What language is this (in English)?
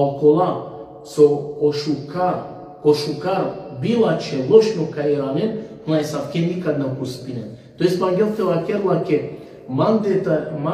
Balkan Romani